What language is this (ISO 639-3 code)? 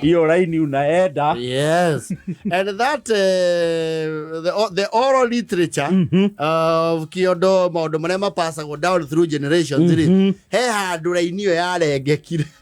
kik